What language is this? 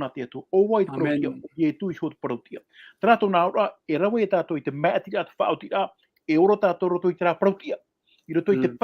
Tahitian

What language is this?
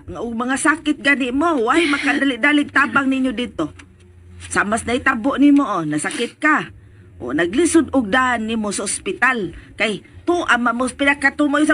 Cebuano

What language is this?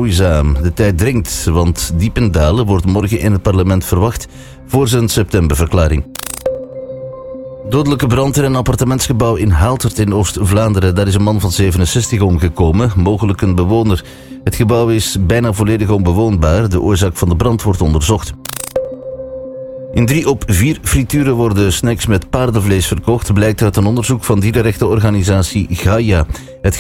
Dutch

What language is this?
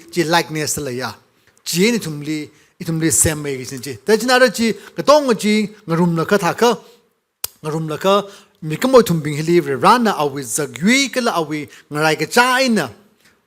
Tangkhul Naga (India)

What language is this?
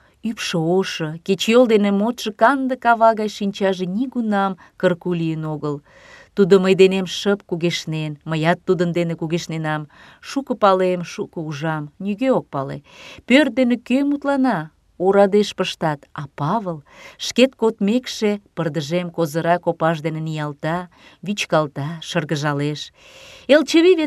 Mari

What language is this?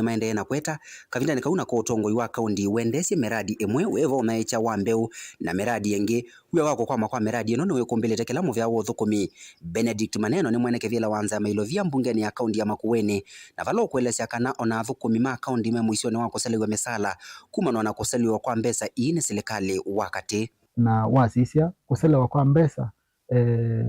Kamba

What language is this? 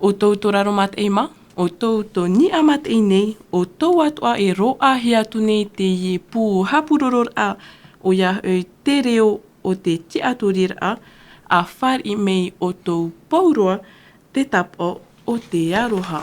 Tahitian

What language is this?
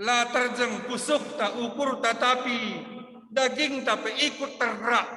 Batak Karo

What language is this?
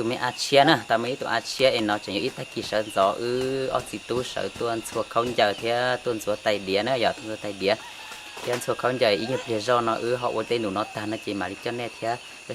Hmong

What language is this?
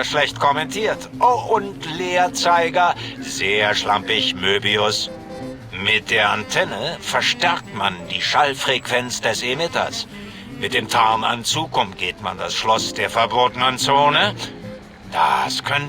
Bavarian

